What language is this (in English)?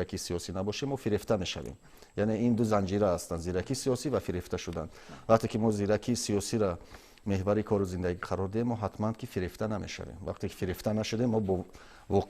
Tajik